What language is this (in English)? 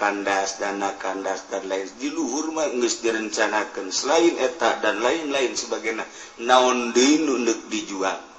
Sundanese